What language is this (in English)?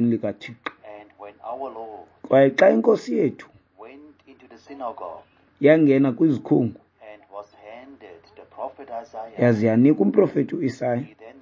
Xhosa